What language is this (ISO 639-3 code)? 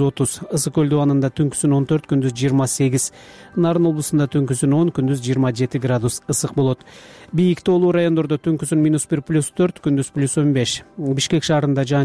kir